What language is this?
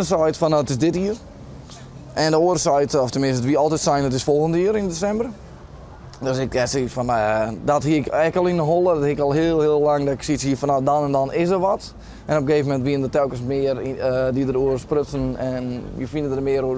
Western Frisian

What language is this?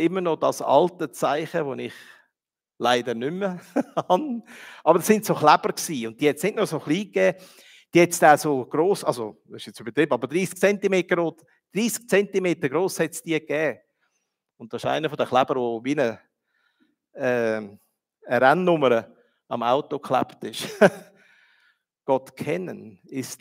Swiss German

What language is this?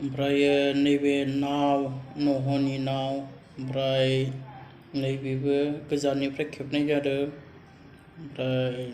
Bodo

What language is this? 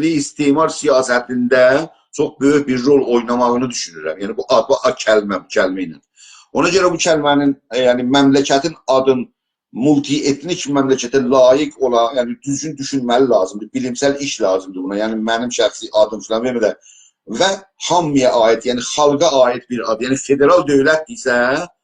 South Azerbaijani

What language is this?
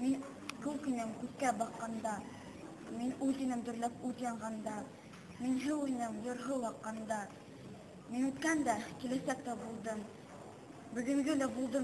Bashkir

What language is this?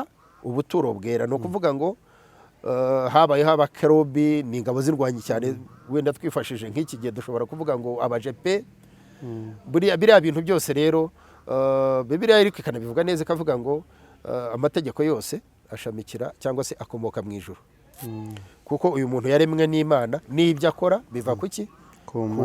Kinyarwanda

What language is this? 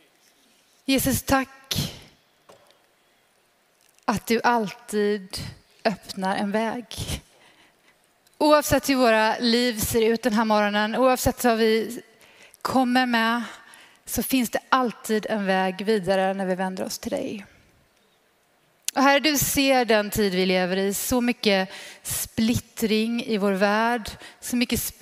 Swedish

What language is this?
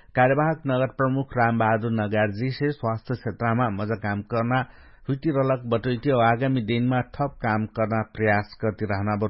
Dangaura Tharu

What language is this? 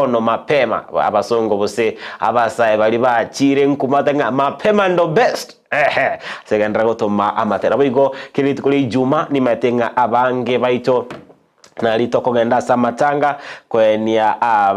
Gusii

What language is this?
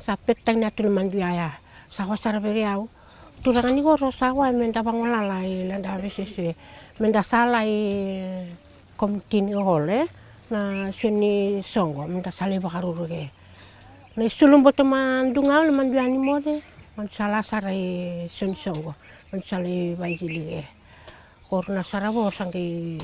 Fijian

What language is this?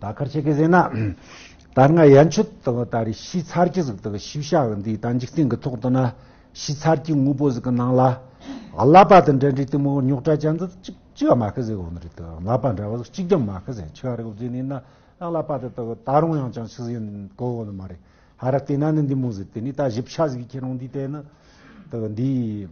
Tibetan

